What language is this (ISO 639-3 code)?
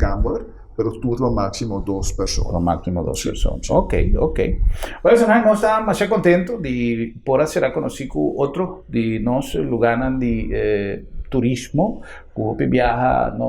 pap